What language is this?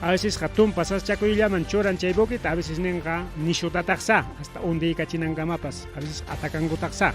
Ayacucho Quechua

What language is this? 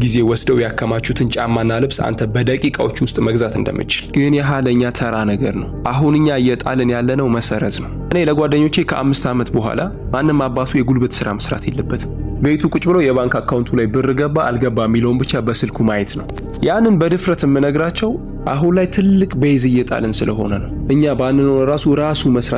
Amharic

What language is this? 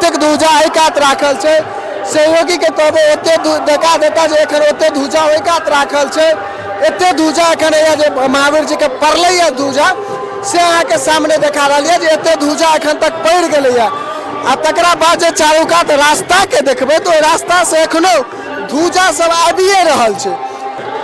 Maithili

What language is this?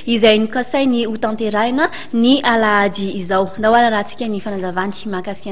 Malagasy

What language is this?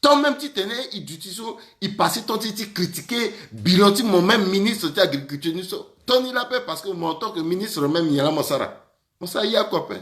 Sango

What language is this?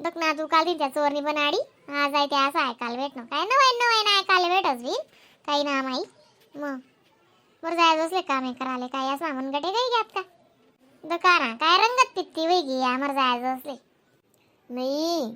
Khandesi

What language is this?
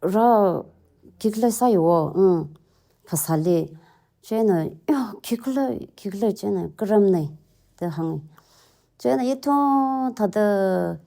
Tangkhul Naga (India)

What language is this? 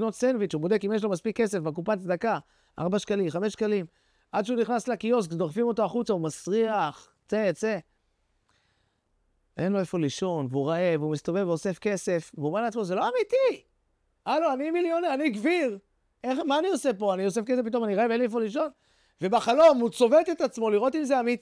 Hebrew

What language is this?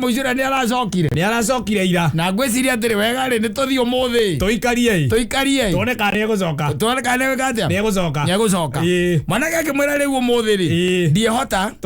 Kikuyu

